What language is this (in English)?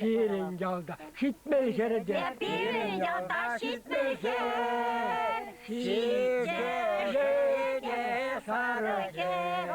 Chuvash